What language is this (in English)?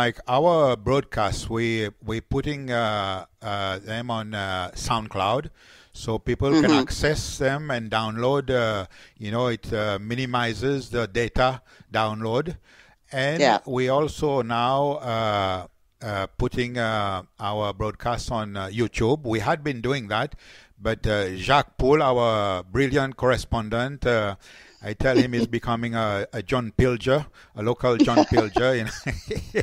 Seselwa Creole French